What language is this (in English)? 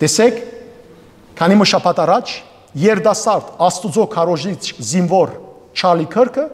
Western Armenian